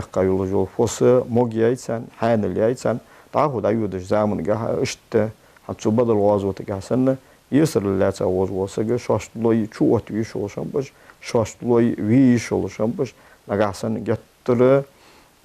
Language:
Ingush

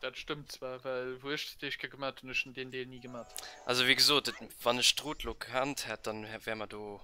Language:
Luxembourgish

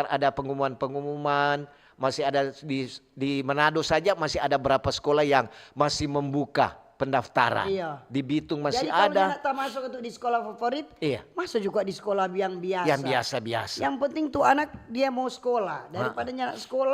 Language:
Manado Malay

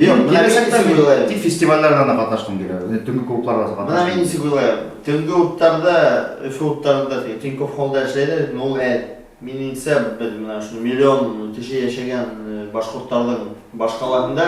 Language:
Bashkir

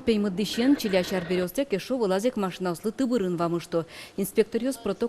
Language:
Udmurt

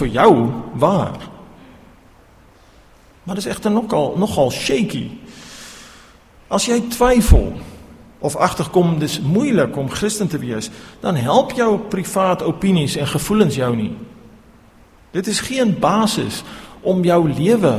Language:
Afrikaans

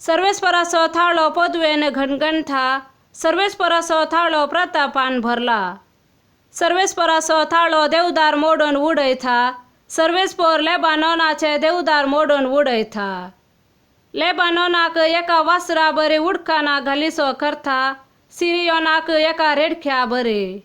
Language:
Konkani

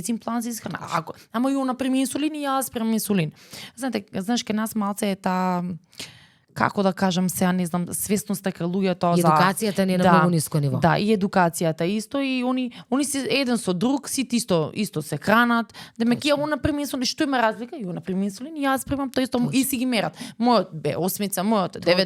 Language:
Macedonian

